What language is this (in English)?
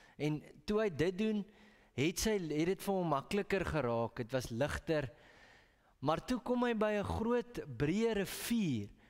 Afrikaans